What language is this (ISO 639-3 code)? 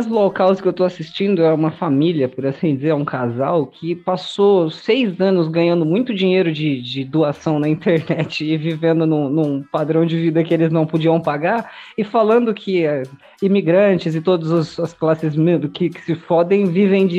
por